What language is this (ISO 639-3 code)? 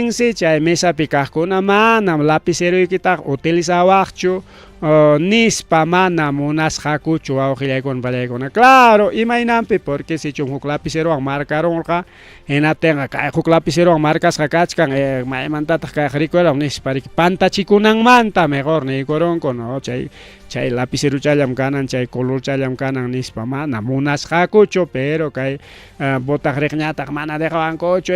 quy